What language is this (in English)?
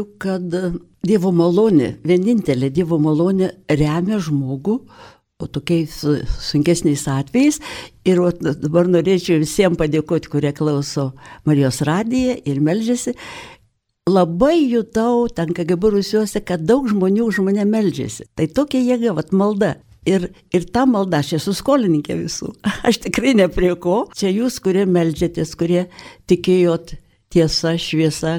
Lithuanian